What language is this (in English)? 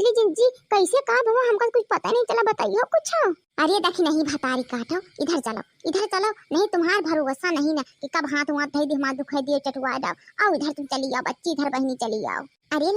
Awadhi